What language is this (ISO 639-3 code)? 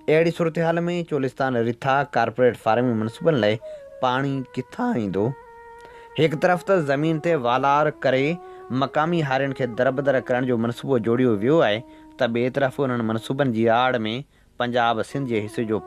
snd